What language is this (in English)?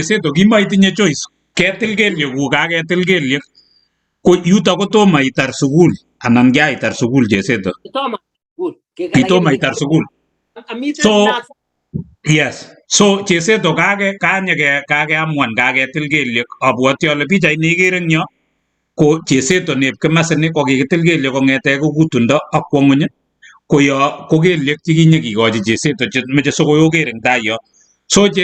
Kalenjin